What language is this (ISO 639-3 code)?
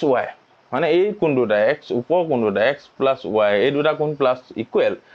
asm